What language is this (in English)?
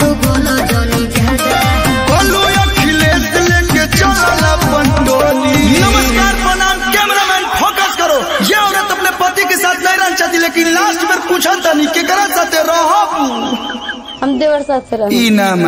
Bhojpuri